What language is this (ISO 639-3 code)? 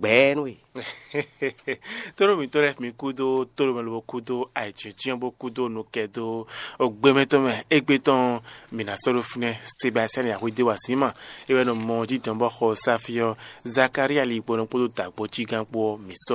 fon